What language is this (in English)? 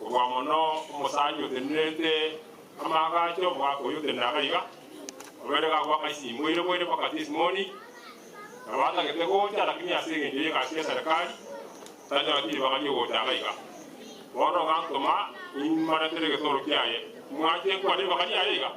Gusii